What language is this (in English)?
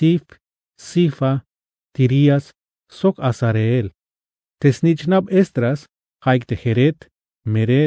Tzeltal